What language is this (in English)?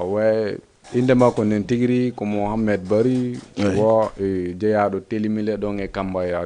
Fula